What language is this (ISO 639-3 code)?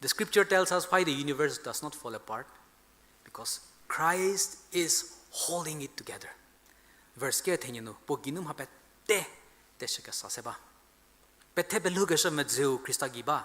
njm